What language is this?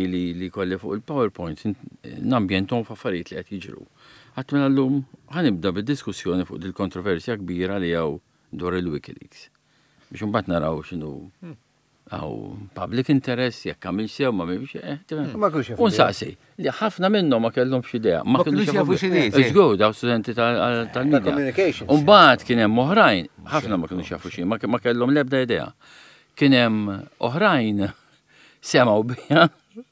Maltese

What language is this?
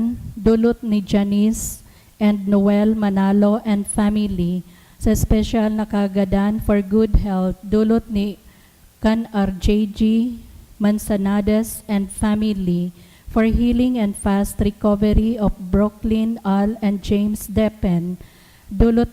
Bikol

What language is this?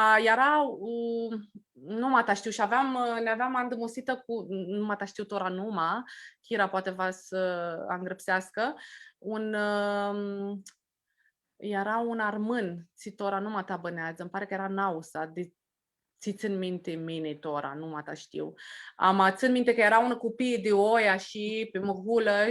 Aromanian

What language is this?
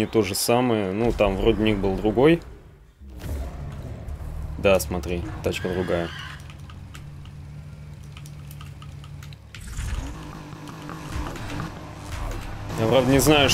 Russian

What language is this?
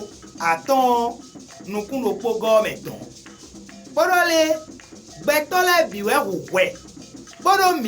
Fon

